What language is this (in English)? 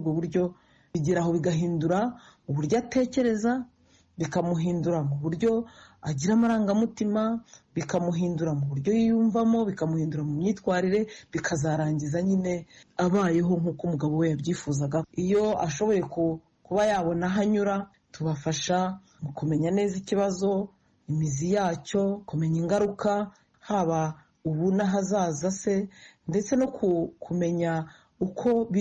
Kinyarwanda